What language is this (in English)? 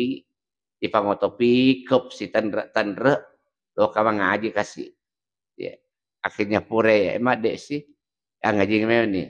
Buginese